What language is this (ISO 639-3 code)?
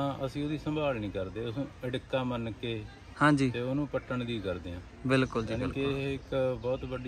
pan